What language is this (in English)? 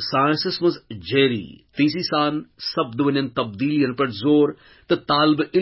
Kashmiri